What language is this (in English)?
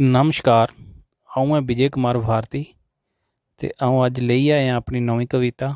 Dogri